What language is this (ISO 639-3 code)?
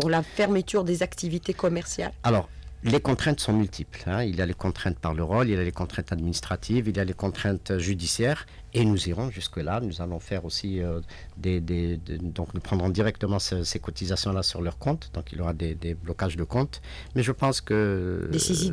fra